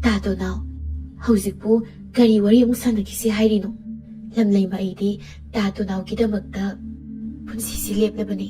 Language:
Manipuri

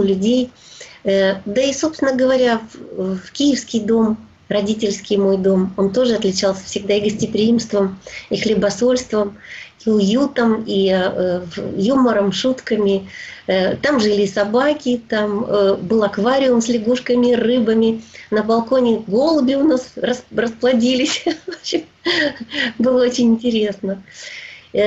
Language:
Russian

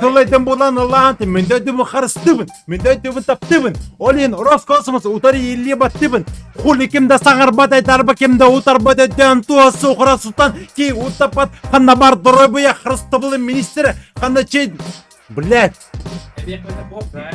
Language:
Yakut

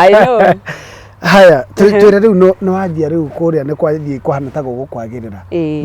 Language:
Kikuyu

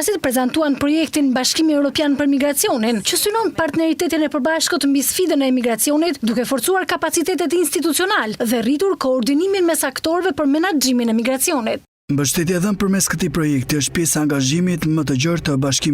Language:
Albanian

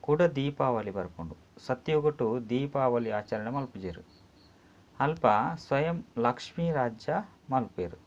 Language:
Tulu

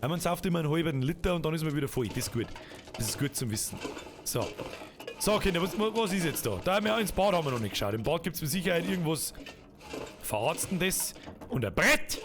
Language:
Bavarian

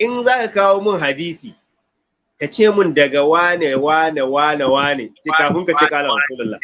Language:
Hausa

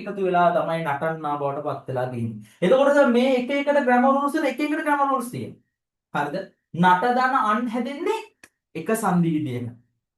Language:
Sinhala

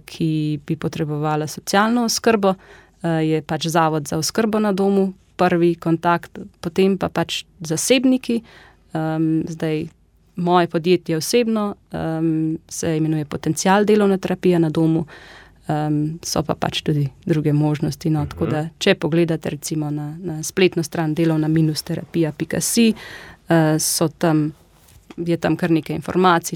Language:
Slovenian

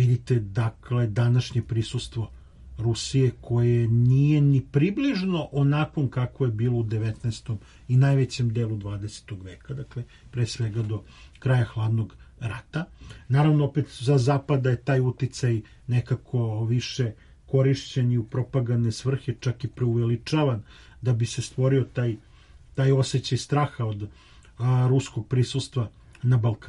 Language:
Serbian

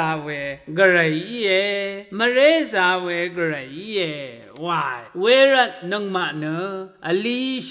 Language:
Rawang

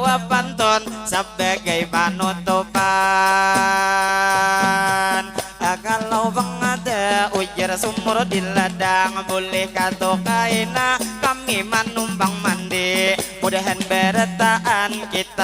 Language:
Banjar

